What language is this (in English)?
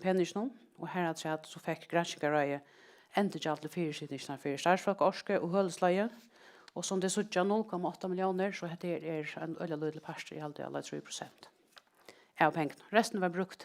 Faroese